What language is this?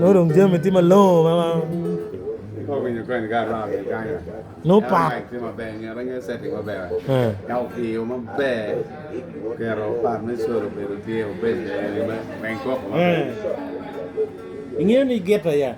Acoli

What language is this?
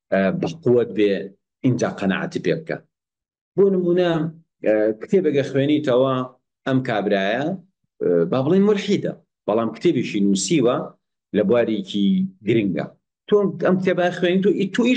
Central Kurdish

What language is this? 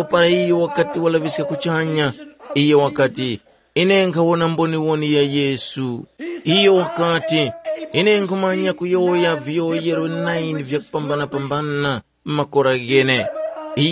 Tumbuka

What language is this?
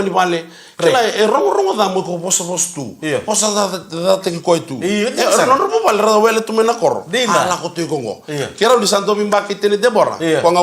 Fijian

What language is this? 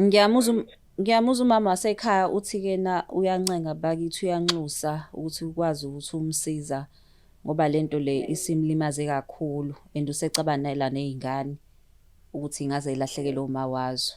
Zulu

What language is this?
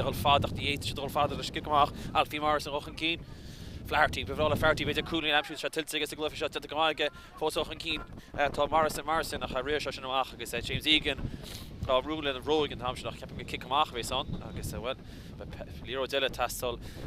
Irish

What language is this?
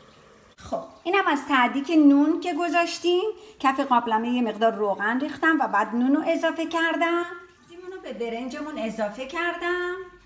Persian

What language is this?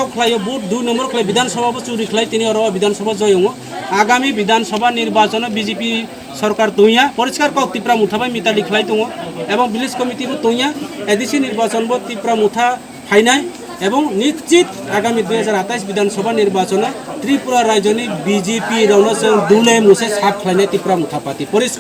Kok Borok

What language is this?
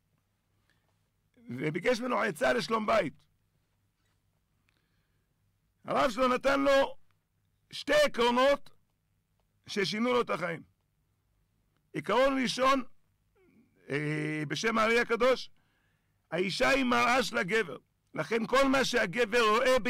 Hebrew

